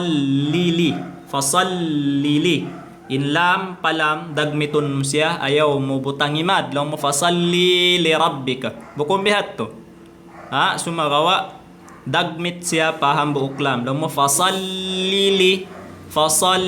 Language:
Tausug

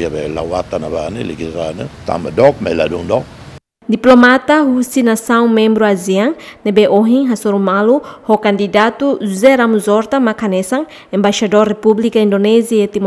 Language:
Tetum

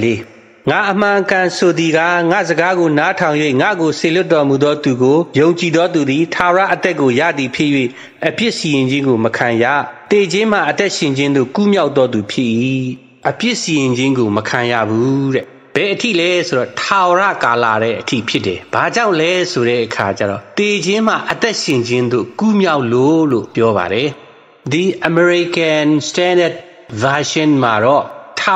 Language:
Burmese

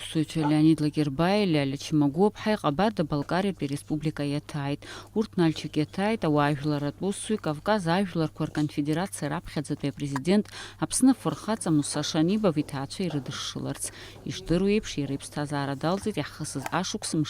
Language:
Abkhazian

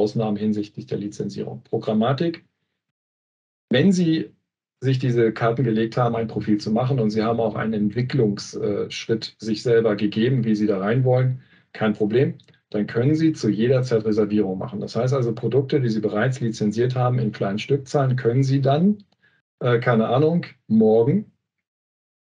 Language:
German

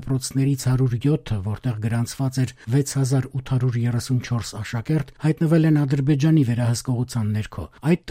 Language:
Armenian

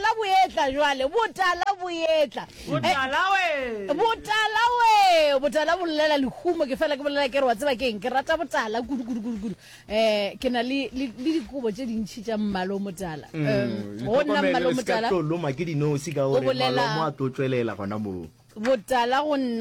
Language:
Northern Sotho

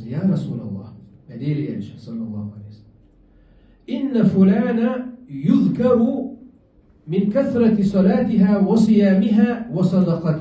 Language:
Chechen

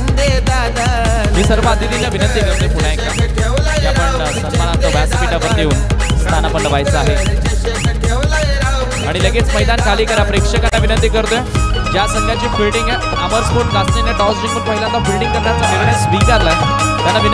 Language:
Marathi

